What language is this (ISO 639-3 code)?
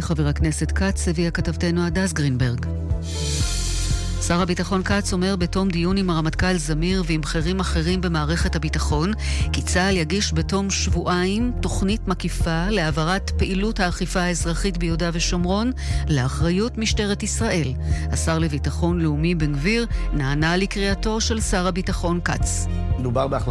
heb